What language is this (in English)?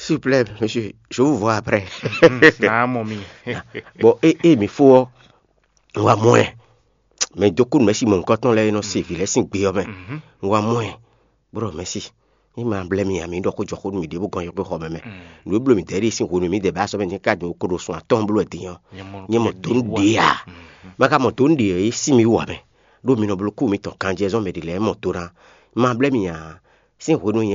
Fon